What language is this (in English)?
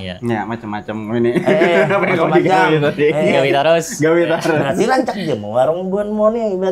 Banjar